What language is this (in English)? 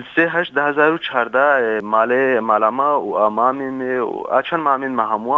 Kurdish